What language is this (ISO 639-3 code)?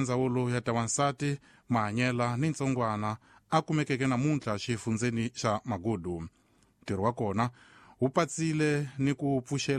tso